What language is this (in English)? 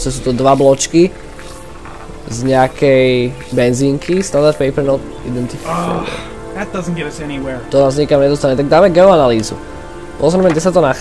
Slovak